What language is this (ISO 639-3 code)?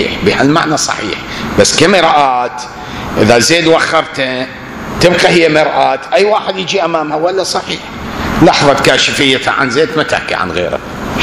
acm